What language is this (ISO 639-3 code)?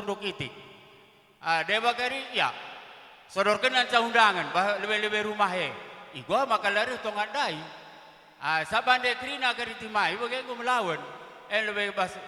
btx